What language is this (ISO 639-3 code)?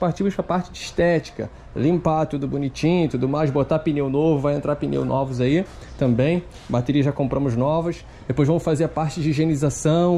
por